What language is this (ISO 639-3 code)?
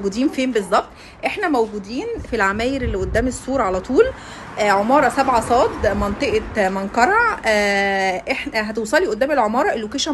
arz